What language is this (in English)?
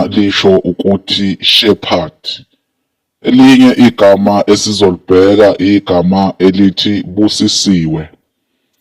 Zulu